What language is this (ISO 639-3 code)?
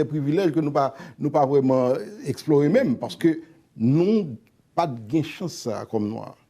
hat